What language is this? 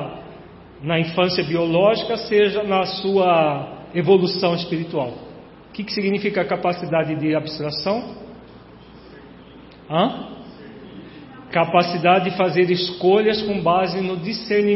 Portuguese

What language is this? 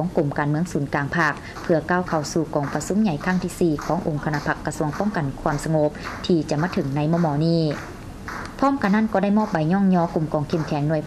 Lao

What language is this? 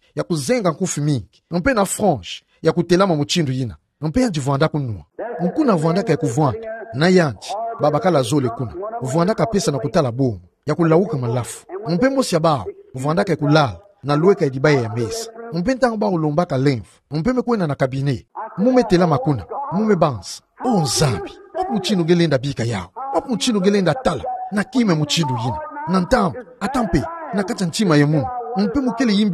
Kituba (Democratic Republic of Congo)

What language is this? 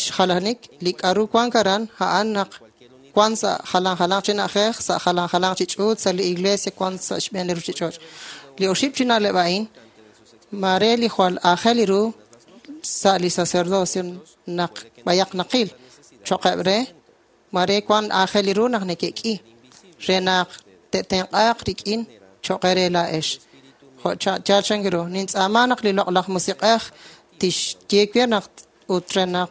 Kekchí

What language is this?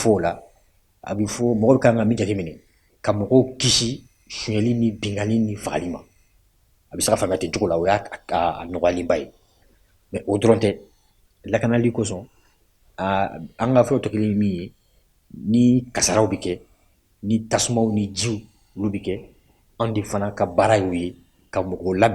Bambara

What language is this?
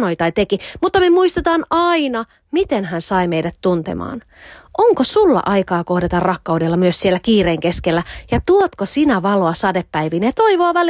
Finnish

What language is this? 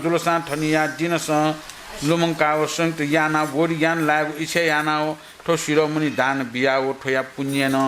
Newari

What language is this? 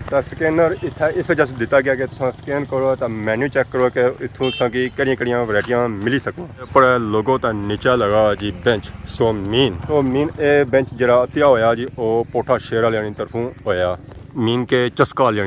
Pahari-Potwari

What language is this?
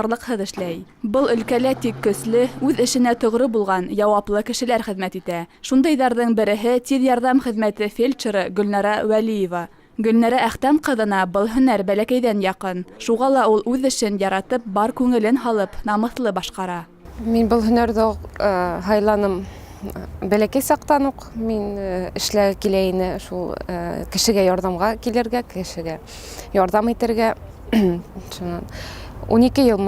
Bashkir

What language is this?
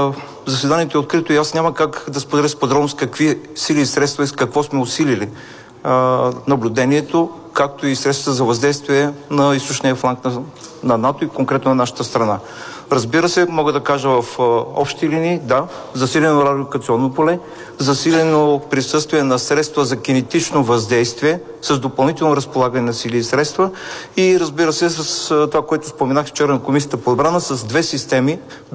Bulgarian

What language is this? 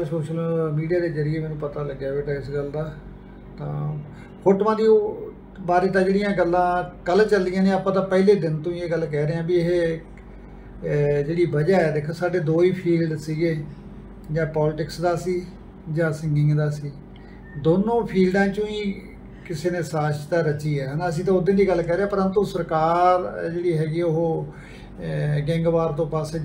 Punjabi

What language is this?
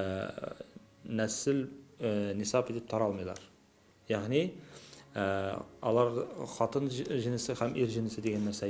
Tatar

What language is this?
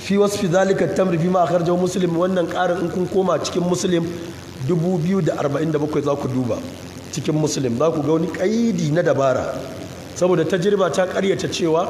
Hausa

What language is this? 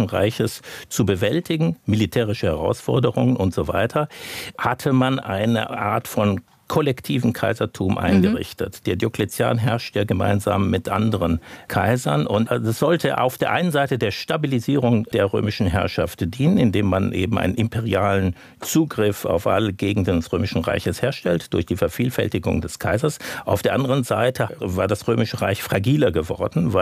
German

